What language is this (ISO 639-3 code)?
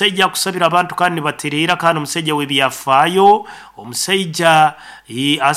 nyo